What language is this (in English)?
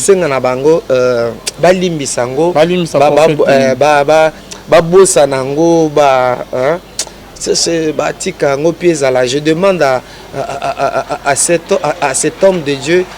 Lingala